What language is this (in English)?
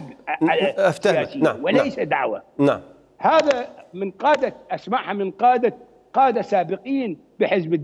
Mesopotamian Arabic